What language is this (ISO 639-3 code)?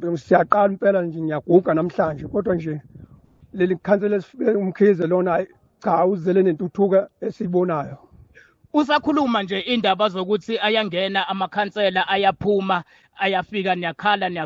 zul